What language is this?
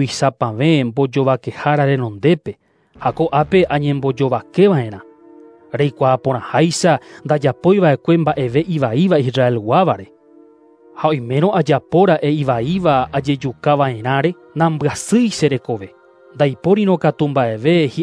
Guarani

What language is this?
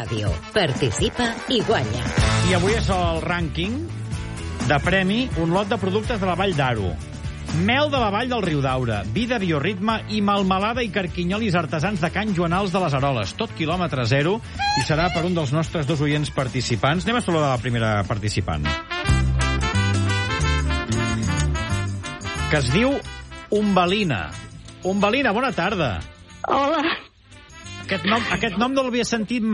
Catalan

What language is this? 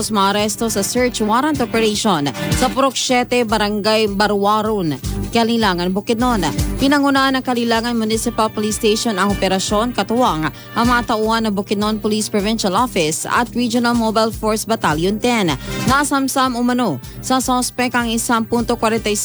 Filipino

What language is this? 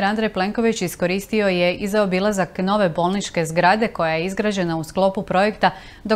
Croatian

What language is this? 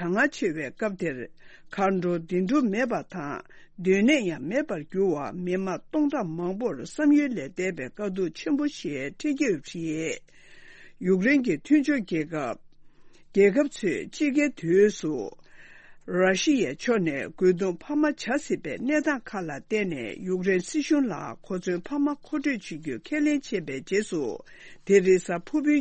Tibetan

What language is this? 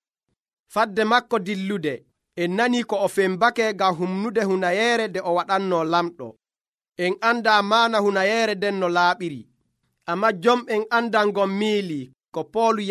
Nigerian Fulfulde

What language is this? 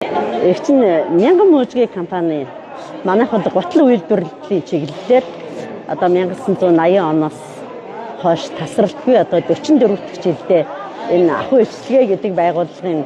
Mongolian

